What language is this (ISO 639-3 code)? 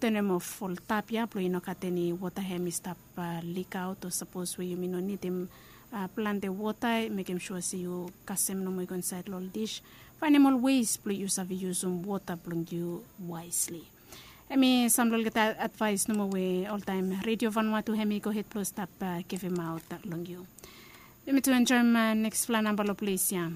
bis